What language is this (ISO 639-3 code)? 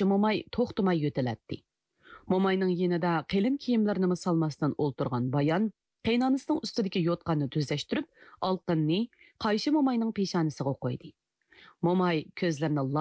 uig